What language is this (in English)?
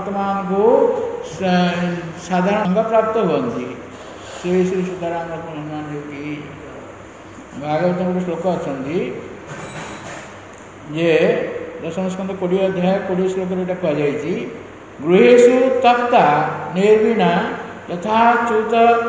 Odia